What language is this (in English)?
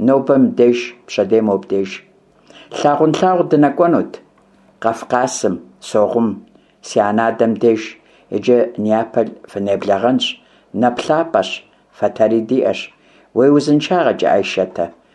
Kabardian